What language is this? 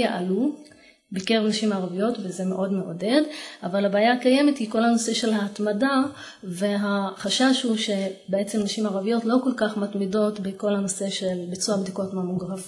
Hebrew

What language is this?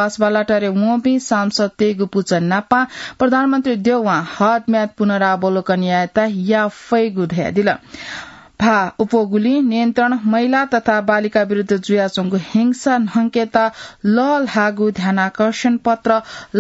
Newari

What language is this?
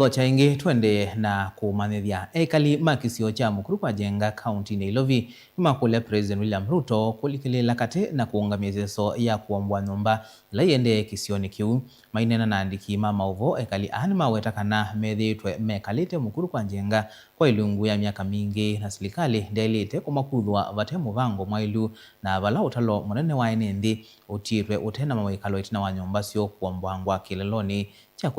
Kamba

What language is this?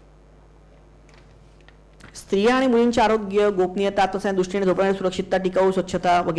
Marathi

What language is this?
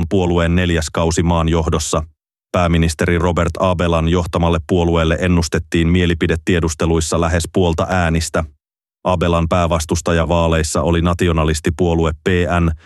Finnish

